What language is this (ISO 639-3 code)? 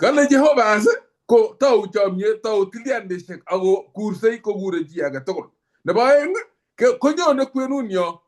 kln